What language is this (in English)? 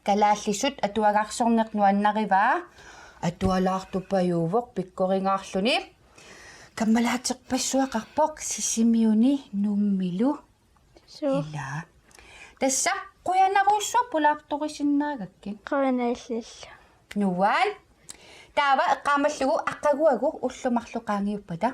Kalaallisut